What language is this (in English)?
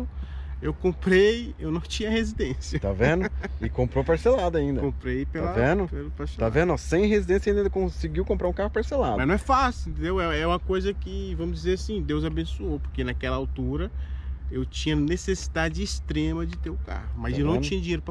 Portuguese